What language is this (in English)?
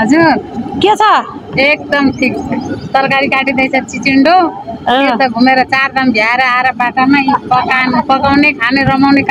Nepali